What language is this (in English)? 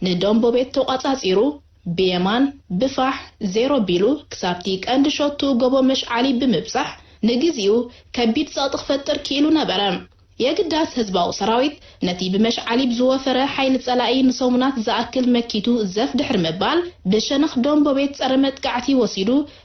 Tigrinya